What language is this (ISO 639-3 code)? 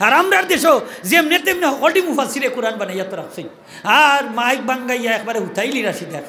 syl